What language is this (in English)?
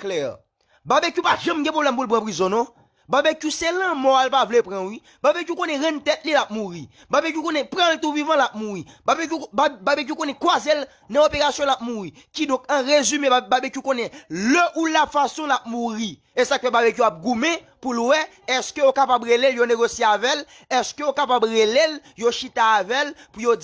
Haitian Creole